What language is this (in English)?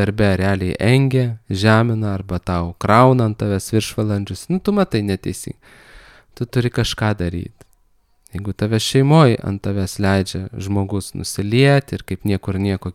Lithuanian